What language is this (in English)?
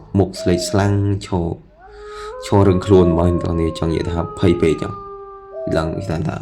Khmer